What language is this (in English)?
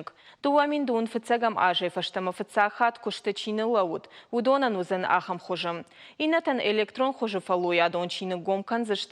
Ossetic